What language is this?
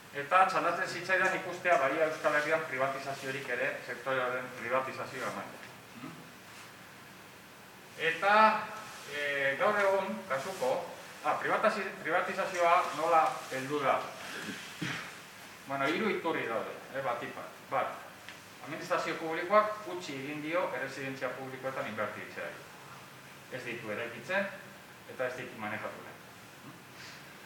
Basque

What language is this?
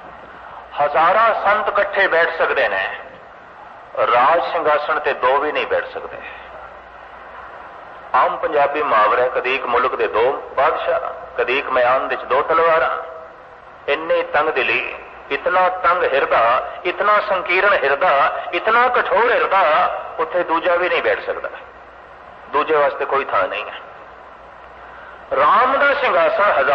Punjabi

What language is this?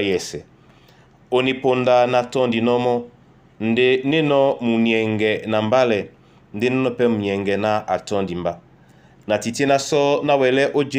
Duala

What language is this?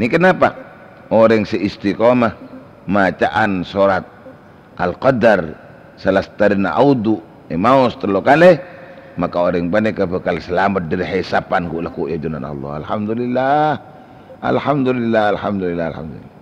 Madurese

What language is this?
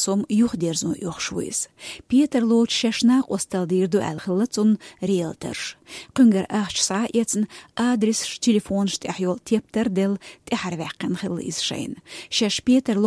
Chechen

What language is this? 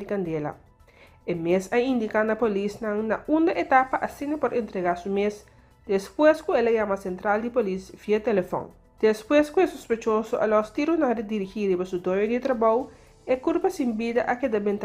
Papiamento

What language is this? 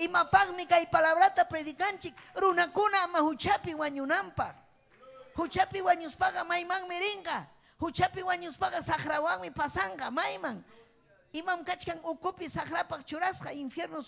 Ayacucho Quechua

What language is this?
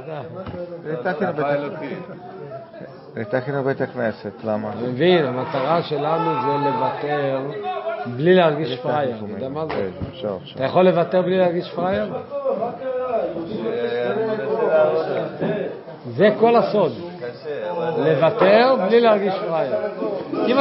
Hebrew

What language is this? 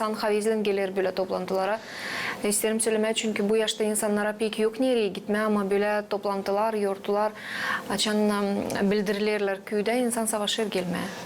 Gagauz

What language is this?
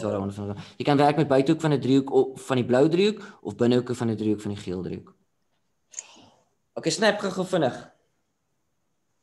Afrikaans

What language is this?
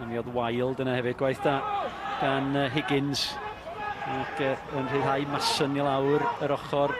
Welsh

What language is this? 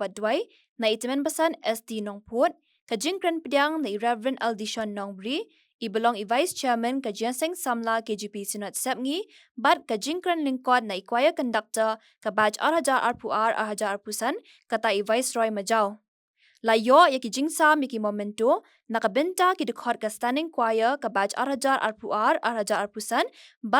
Khasi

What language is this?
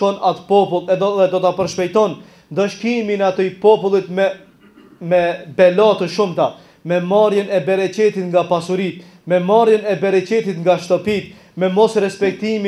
Albanian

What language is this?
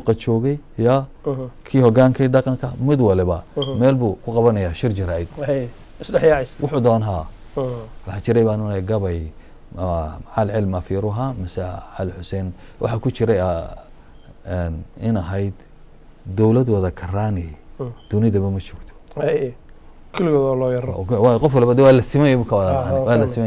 Somali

